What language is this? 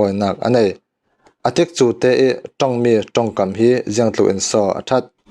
Falam Chin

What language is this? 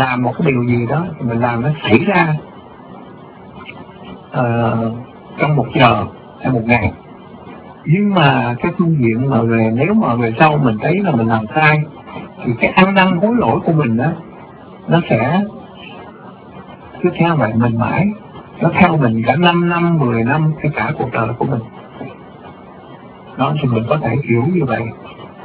Vietnamese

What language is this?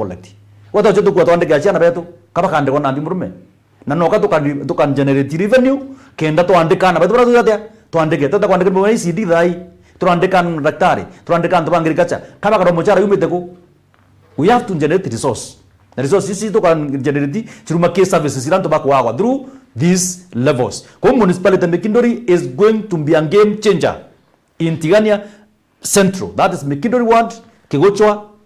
Meru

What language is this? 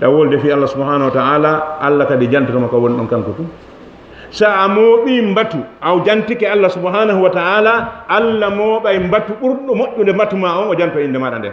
Fula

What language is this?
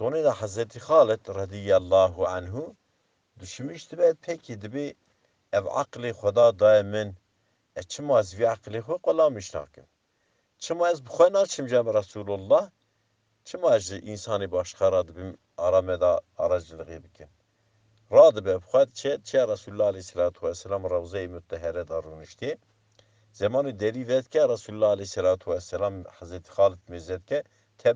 Kurdish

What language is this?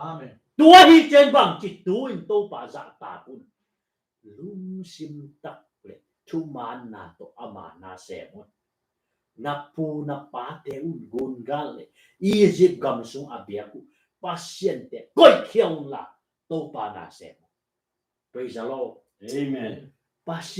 Tedim Chin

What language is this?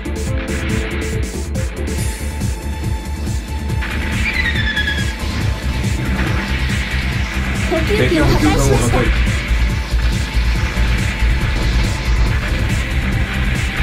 Japanese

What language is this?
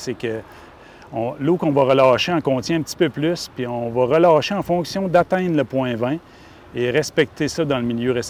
French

